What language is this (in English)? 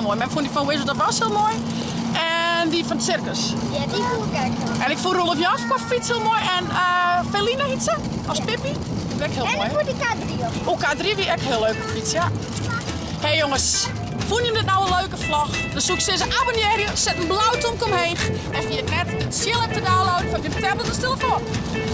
Western Frisian